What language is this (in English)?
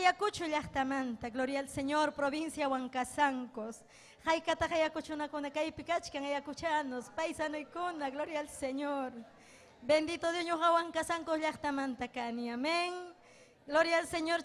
Ayacucho Quechua